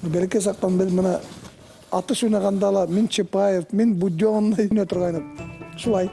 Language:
Bashkir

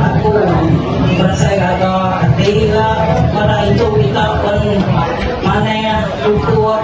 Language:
Iban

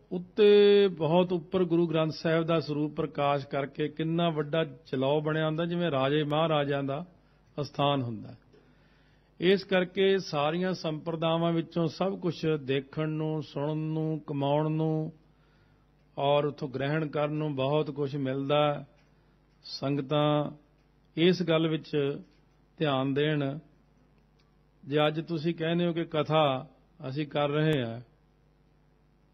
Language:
Punjabi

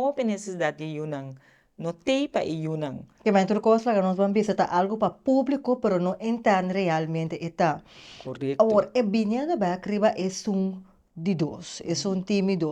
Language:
Papiamento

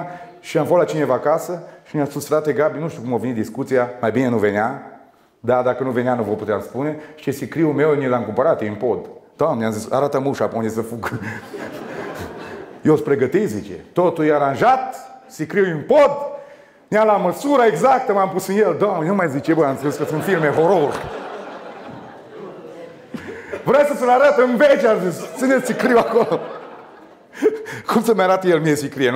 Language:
Romanian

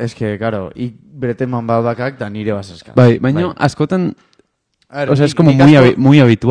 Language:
Basque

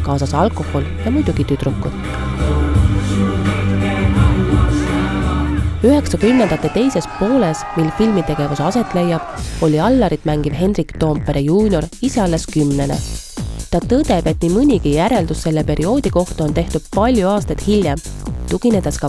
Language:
Estonian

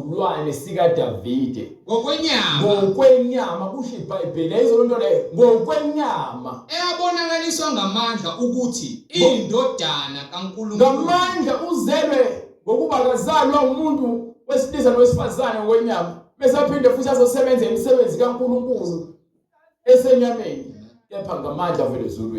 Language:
Zulu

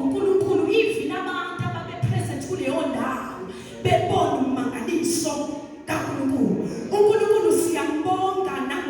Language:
Zulu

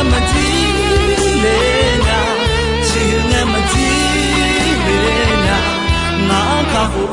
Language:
Akha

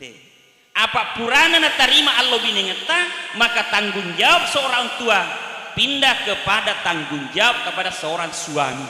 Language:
Buginese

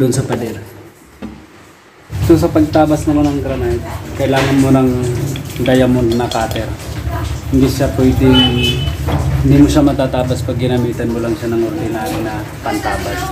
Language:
Filipino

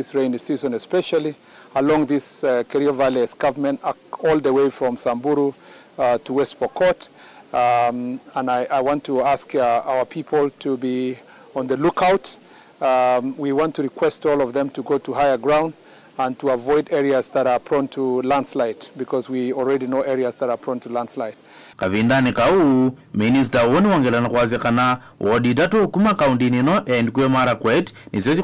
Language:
Kamba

